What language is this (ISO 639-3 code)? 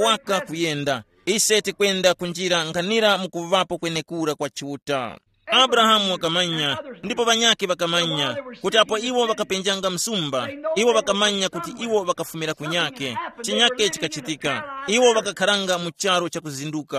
tum